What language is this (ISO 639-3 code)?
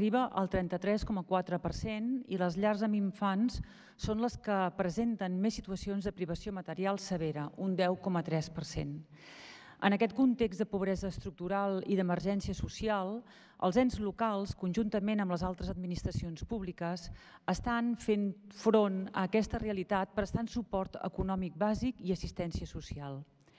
cat